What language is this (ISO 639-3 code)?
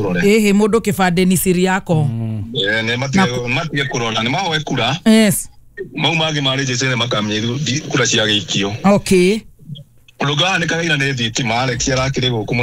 kik